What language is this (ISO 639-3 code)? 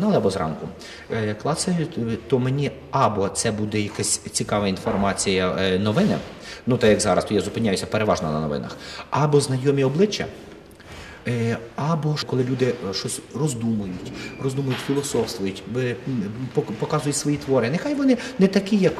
ukr